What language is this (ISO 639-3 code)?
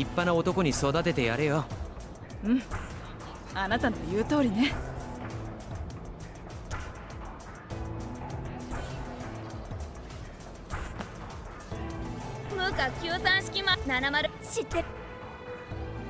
jpn